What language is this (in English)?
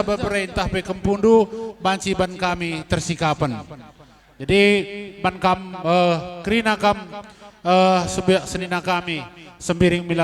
Batak Karo